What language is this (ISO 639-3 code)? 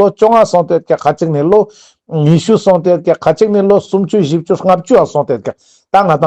lbj